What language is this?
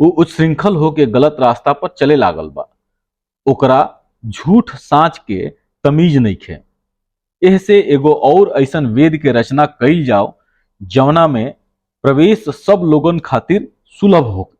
Bhojpuri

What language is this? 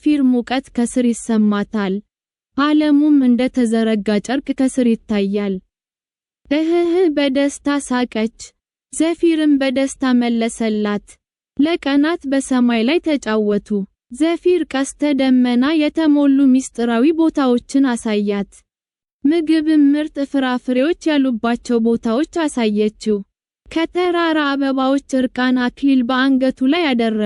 Amharic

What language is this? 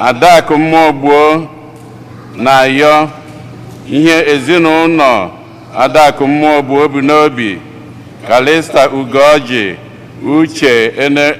Igbo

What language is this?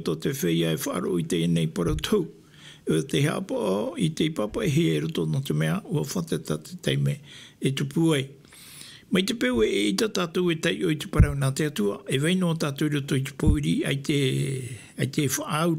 Tahitian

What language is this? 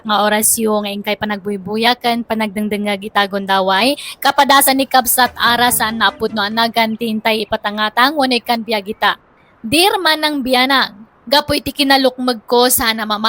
Iloko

